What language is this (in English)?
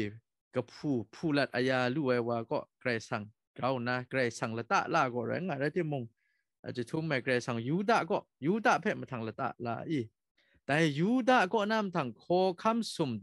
Kachin